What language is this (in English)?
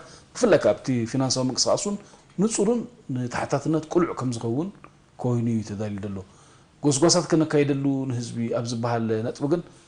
Tigrinya